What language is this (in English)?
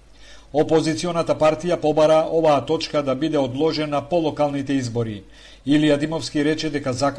Macedonian